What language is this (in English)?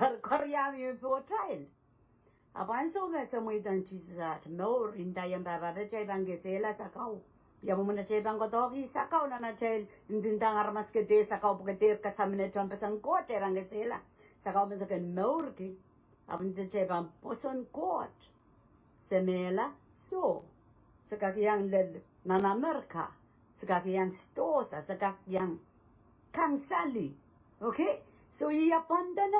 Pohnpeian